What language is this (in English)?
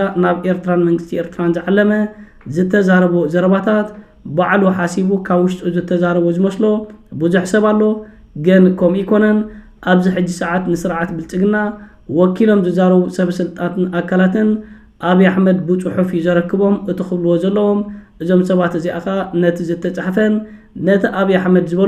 Tigrinya